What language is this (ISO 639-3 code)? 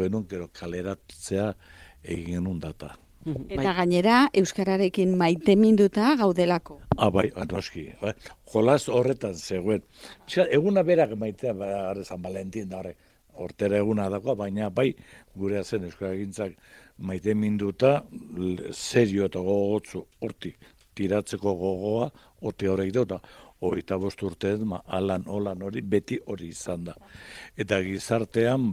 eus